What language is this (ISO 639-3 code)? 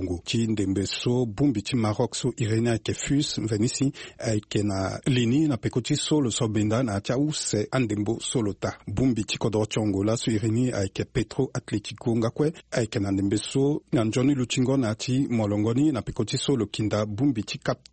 sag